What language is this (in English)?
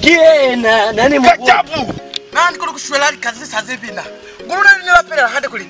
Lozi